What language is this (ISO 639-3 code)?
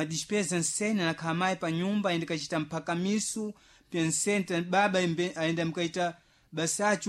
seh